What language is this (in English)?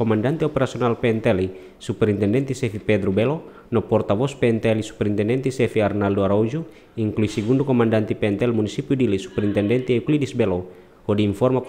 Tetum